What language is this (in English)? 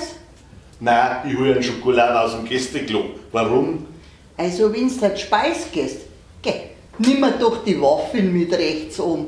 Bavarian